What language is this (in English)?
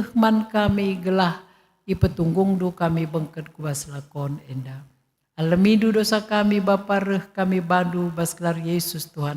Batak Karo